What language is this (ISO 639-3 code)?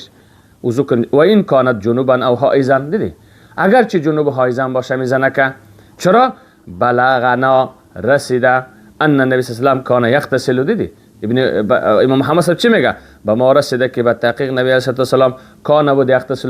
fas